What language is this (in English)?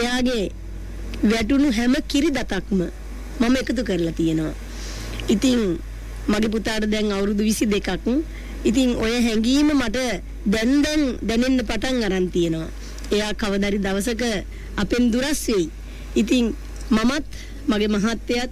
Sinhala